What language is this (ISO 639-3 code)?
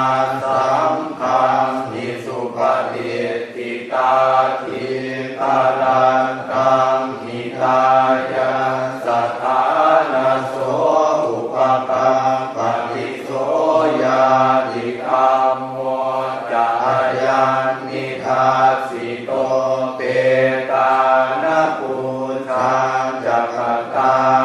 pli